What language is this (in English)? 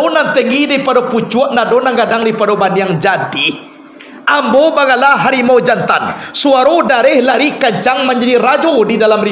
Minangkabau